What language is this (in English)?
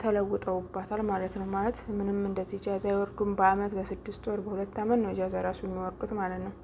Amharic